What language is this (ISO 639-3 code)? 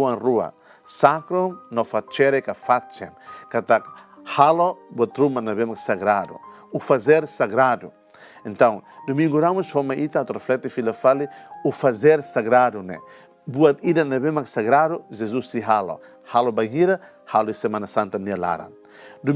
tet